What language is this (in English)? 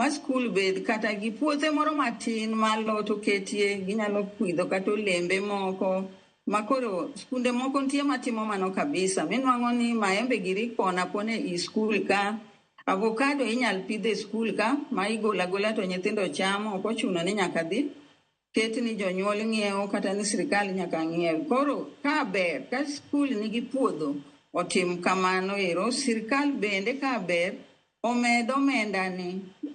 Luo (Kenya and Tanzania)